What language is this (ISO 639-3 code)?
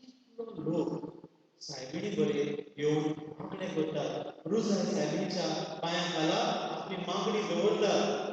kok